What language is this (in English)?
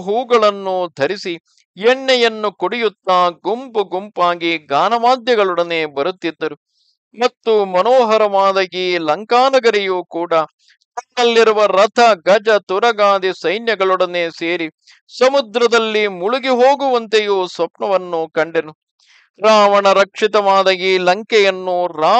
Kannada